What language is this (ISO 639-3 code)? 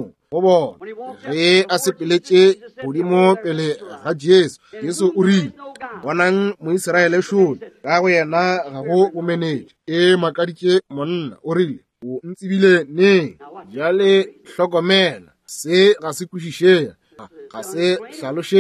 nso